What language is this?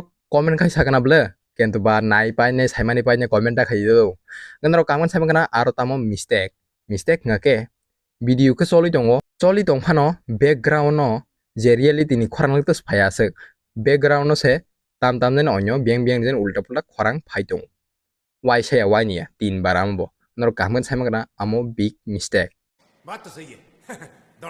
Kok Borok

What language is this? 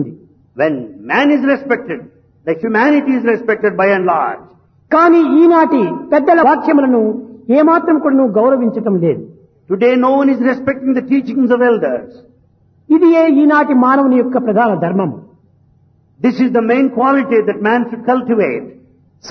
Telugu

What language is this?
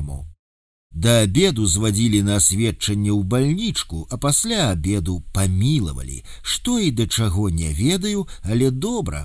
Belarusian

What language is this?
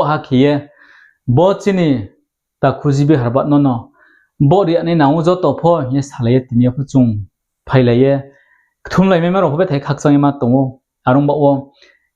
Riang (India)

